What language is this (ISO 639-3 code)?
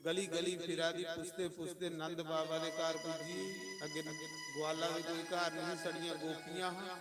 doi